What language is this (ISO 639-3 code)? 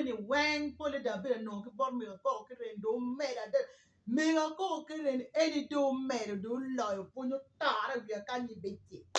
ach